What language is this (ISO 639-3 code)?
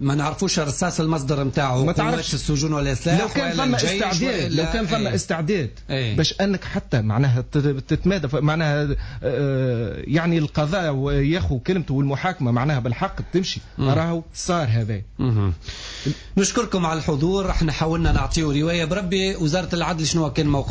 aeb